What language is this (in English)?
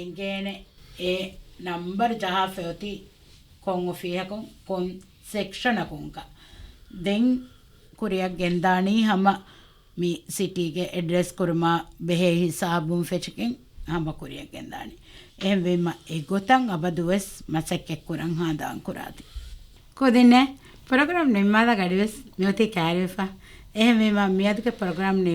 Divehi